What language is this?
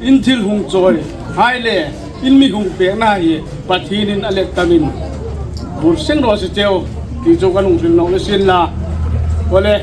Hmar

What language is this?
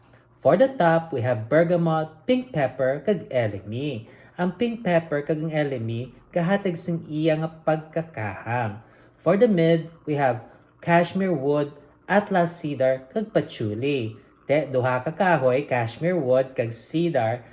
Hiligaynon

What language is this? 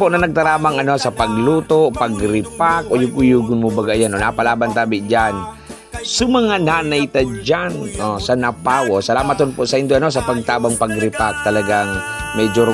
Bikol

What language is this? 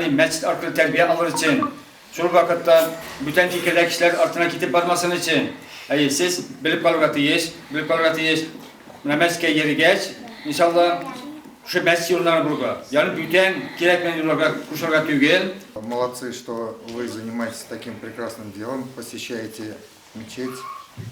Tatar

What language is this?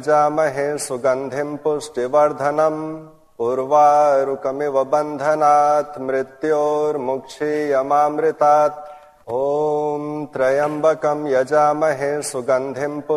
Sanskrit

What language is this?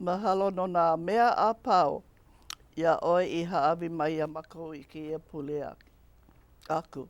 Hawaiian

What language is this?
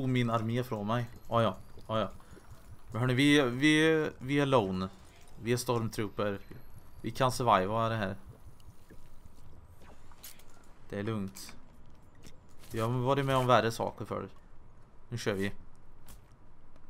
Swedish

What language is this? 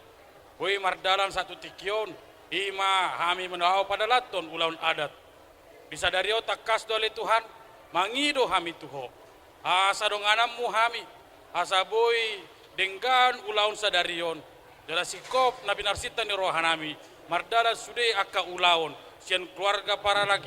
Batak Toba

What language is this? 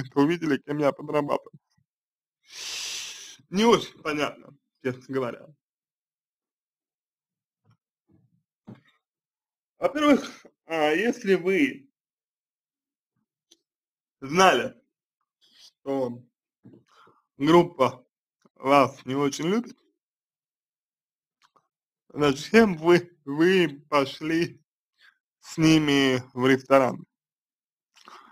Russian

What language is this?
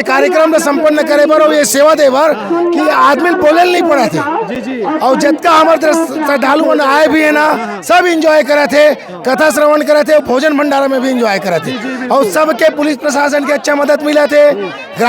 Chhattisgarhi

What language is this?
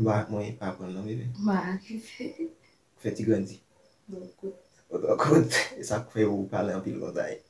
Haitian Creole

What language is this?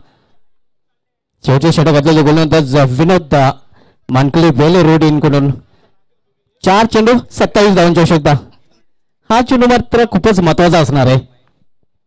Marathi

